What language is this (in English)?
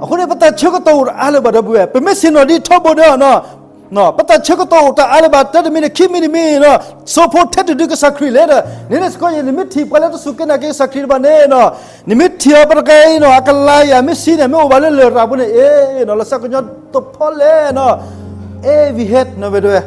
S'gaw Karen